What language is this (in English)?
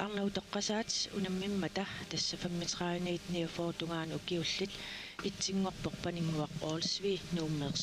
Kalaallisut